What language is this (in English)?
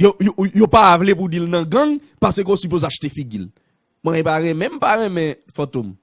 Haitian Creole